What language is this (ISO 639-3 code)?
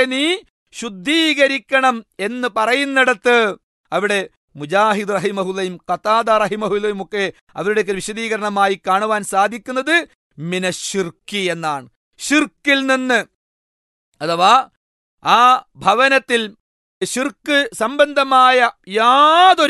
mal